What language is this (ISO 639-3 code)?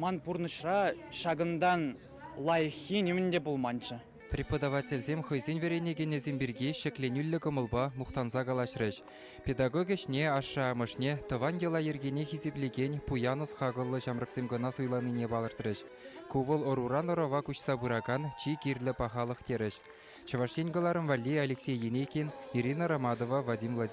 chv